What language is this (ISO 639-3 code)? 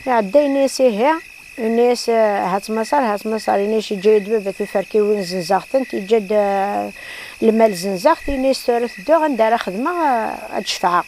kab